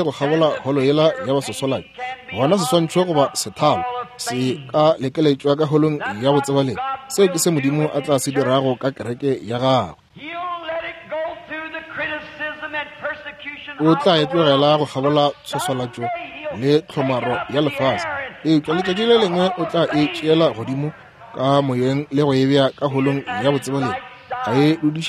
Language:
Northern Sotho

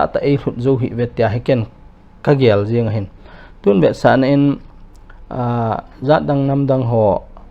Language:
Paite Chin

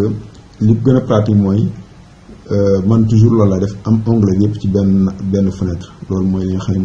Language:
Wolof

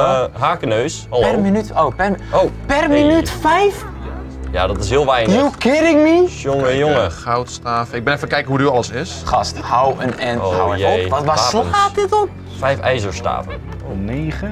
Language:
Dutch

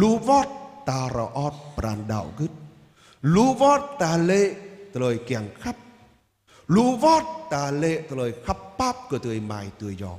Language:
Jarai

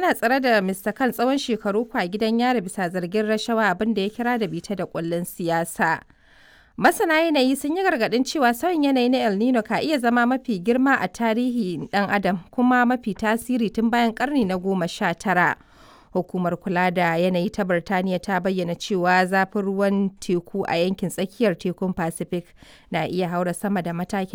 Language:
Hausa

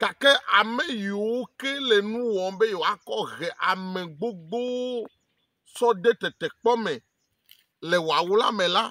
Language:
Ewe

